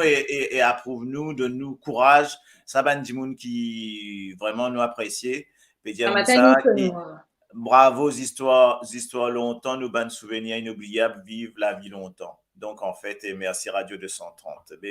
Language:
Morisyen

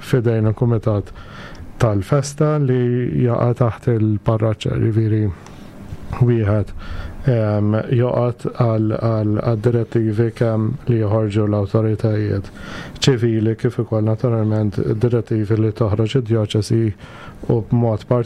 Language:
Maltese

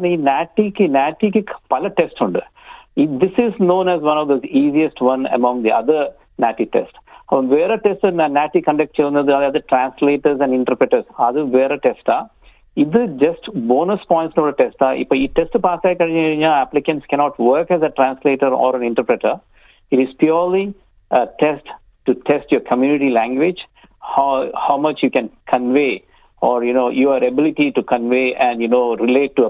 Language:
Malayalam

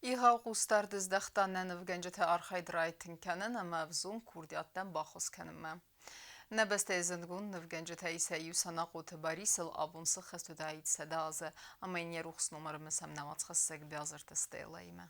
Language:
Ossetic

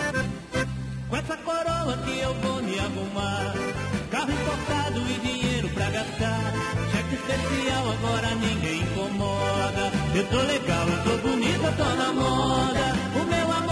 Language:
Portuguese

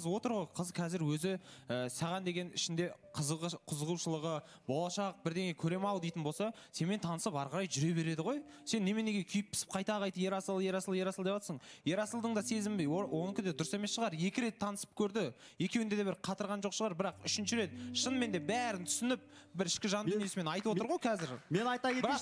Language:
Kazakh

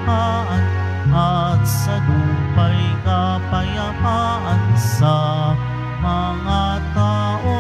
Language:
Filipino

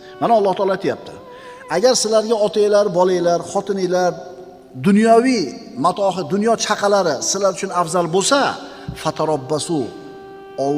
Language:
Uzbek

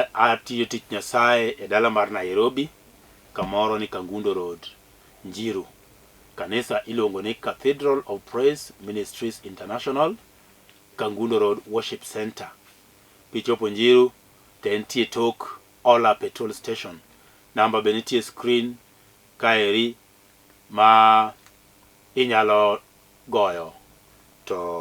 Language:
Luo (Kenya and Tanzania)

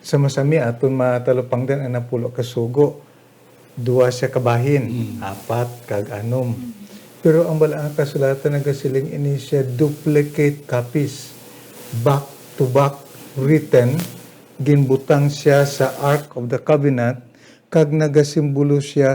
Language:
Hiligaynon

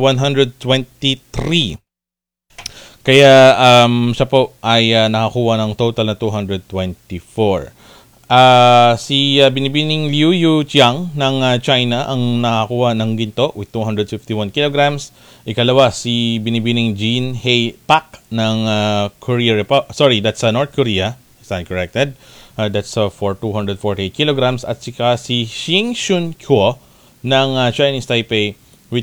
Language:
Filipino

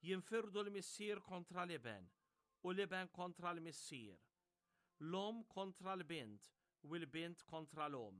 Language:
Maltese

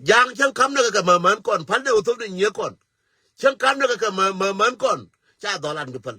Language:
Nuer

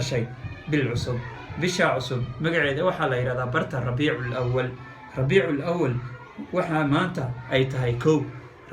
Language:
Somali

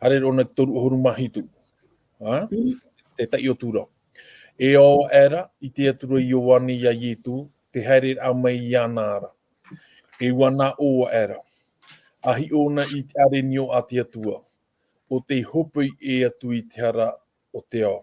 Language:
Tahitian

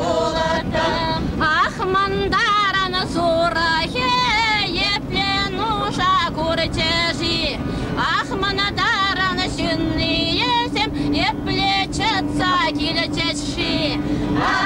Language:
Chuvash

